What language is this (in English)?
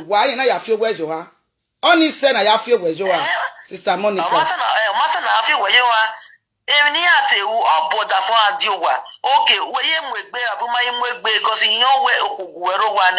Nigerian Pidgin